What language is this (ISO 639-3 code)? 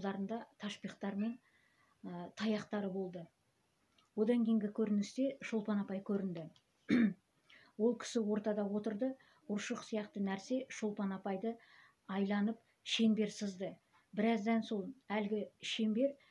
kaz